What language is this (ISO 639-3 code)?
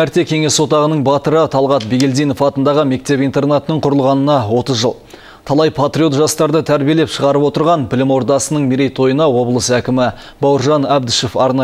kaz